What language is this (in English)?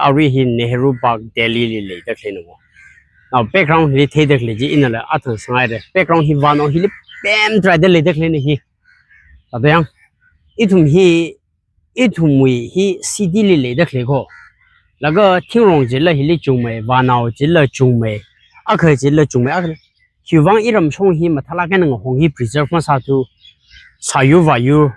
Tangkhul Naga (India)